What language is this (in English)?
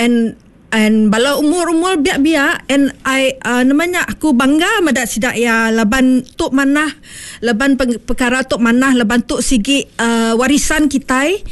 Iban